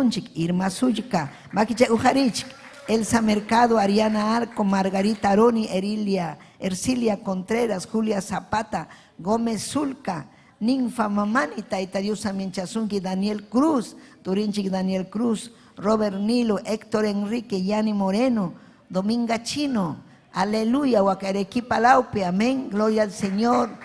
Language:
Ayacucho Quechua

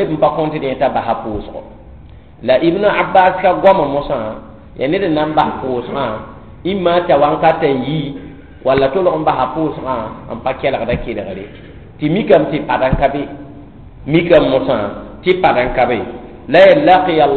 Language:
Mossi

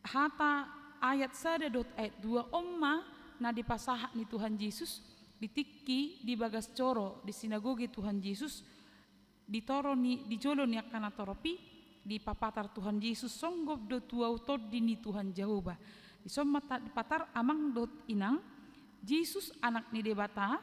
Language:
Batak Toba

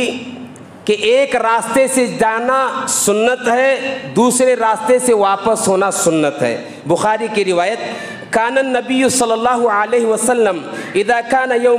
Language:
Urdu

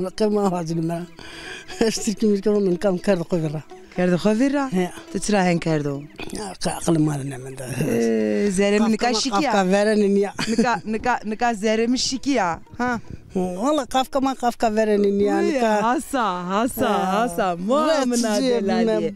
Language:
Zaza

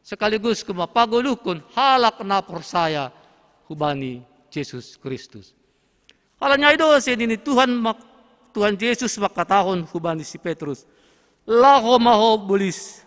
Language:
Batak Simalungun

